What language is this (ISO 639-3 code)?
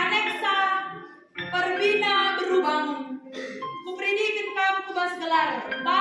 btx